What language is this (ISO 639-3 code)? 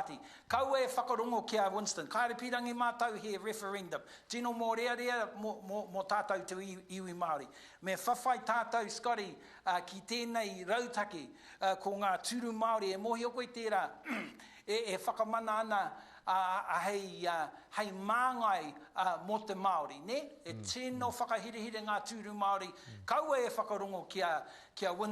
mri